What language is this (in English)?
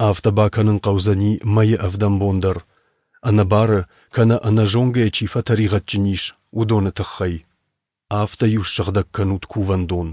Ossetic